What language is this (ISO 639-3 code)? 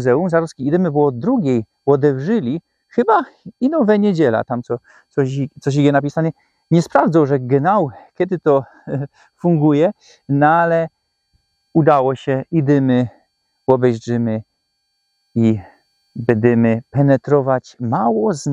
szl